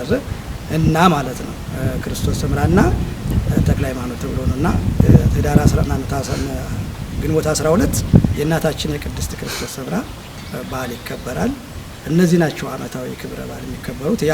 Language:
Amharic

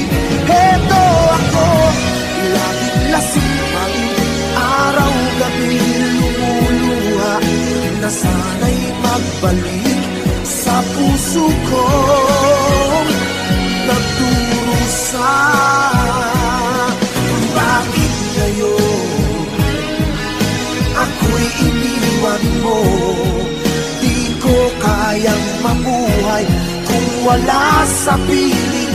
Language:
Filipino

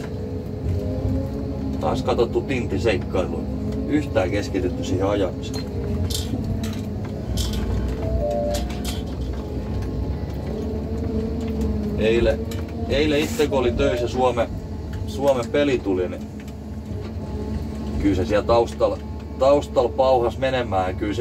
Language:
Finnish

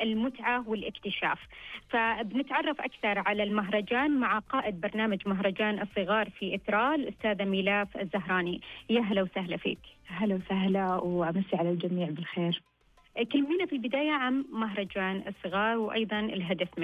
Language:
Najdi Arabic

